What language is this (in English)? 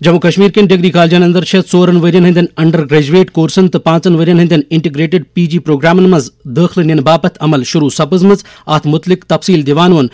Kashmiri